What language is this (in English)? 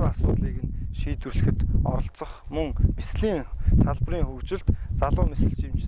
Mongolian